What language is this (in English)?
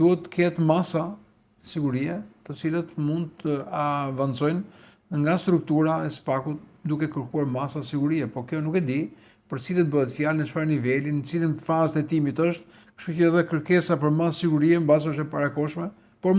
Albanian